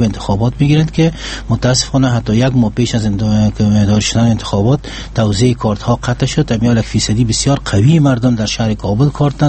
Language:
Persian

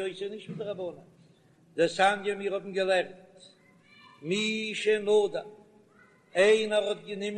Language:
Yiddish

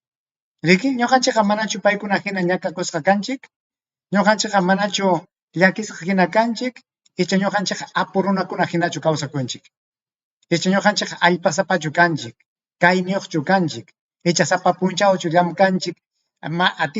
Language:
Ayacucho Quechua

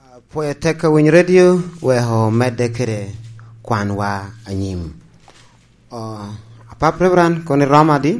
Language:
Lango (Uganda)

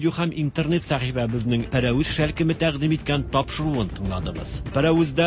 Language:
Tatar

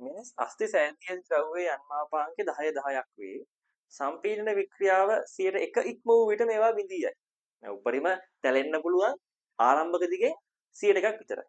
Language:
Sinhala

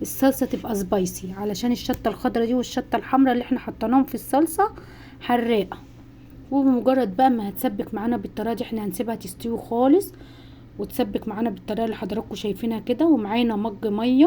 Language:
Egyptian Arabic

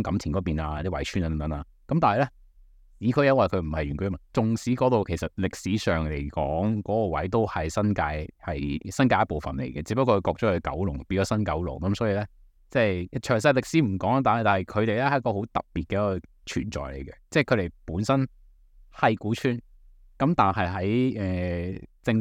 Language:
Cantonese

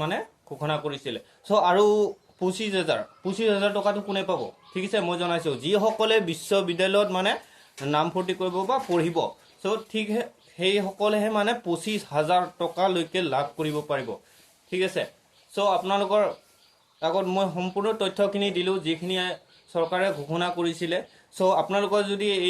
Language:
Assamese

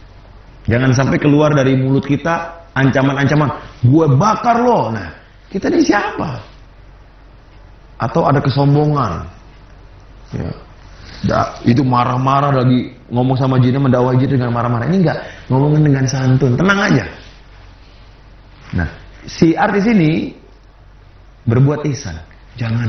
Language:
Indonesian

